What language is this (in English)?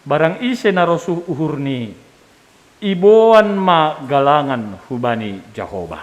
Batak Simalungun